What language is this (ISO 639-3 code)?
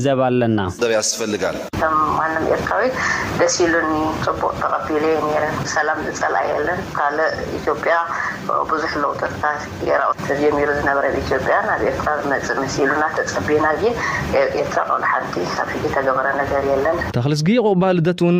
tir